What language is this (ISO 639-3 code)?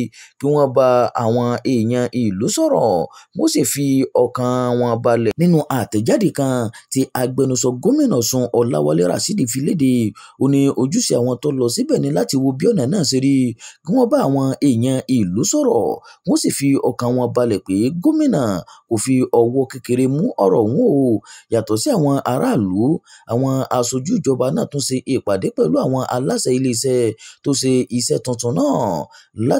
yor